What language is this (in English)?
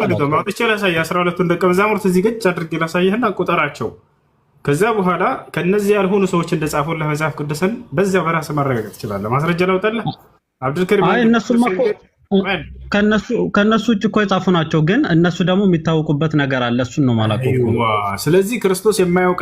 Amharic